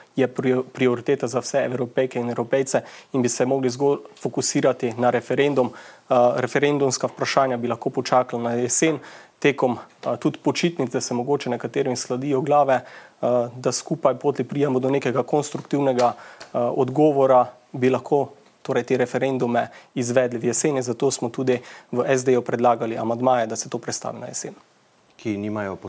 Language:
Slovenian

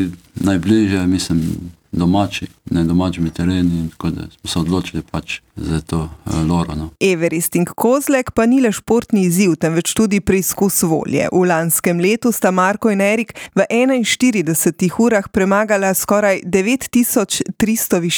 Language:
Slovenian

